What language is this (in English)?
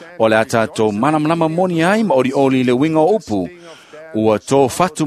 Samoan